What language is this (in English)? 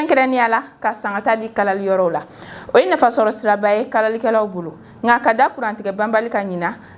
Bambara